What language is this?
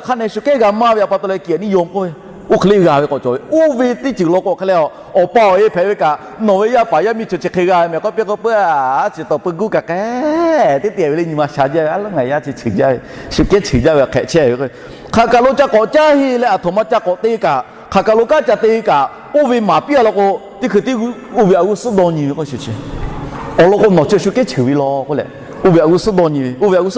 Lahu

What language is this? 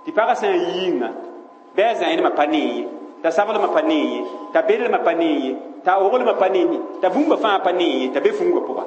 Mossi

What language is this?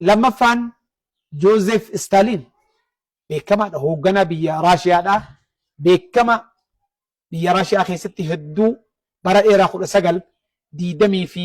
Oromo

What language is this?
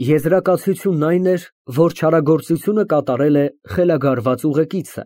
Armenian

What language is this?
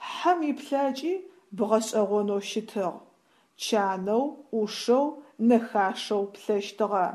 Adyghe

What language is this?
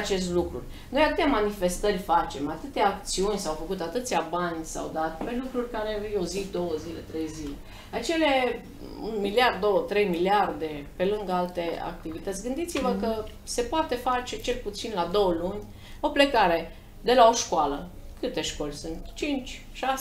Romanian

